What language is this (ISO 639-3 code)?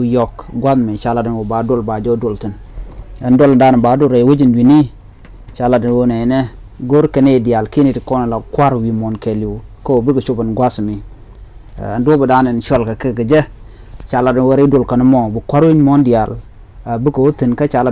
nus